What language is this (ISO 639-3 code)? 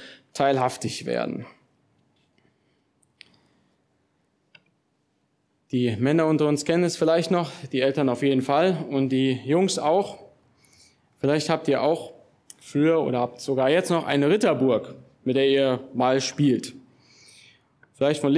deu